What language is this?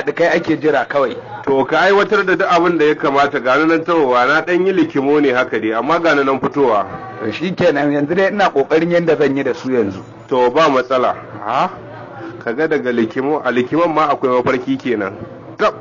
Hausa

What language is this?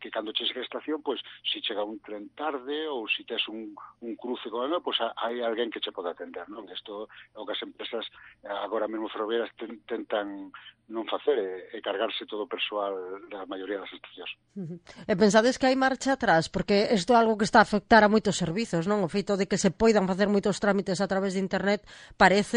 Galician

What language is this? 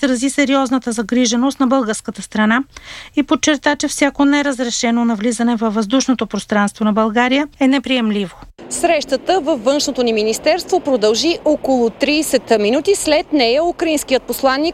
Bulgarian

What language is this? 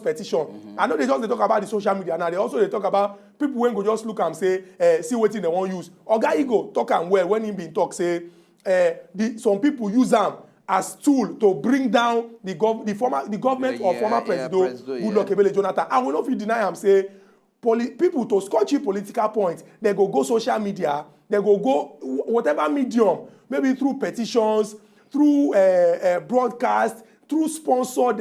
Nigerian Pidgin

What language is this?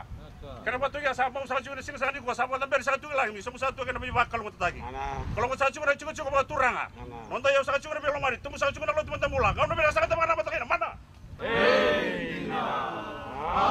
Fijian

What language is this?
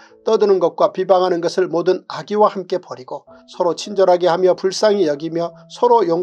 Korean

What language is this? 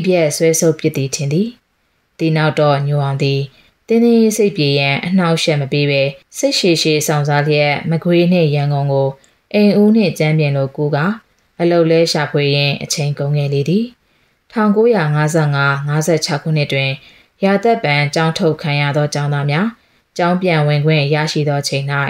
Burmese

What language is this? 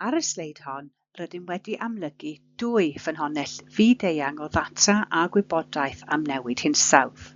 Welsh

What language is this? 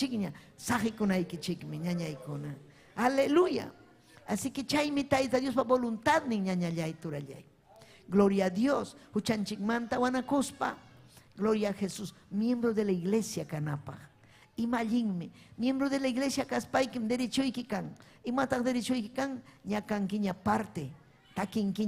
Ayacucho Quechua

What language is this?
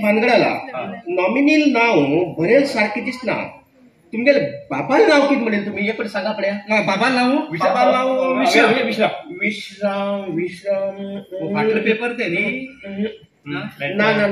Konkani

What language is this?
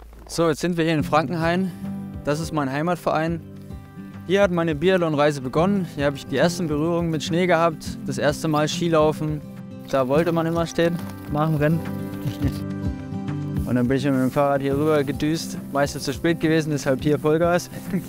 German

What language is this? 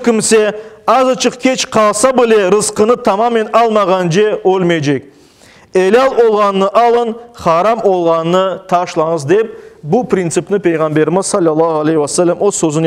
Crimean Tatar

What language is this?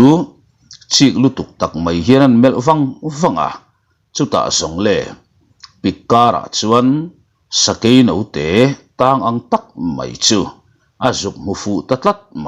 Mizo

